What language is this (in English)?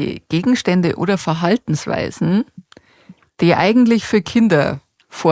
Bavarian